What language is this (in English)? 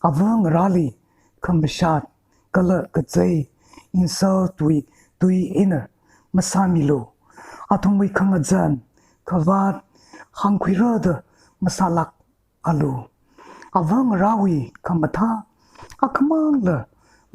Tangkhul Naga (India)